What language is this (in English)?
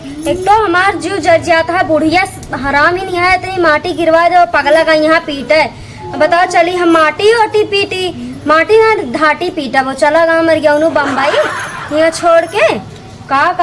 Awadhi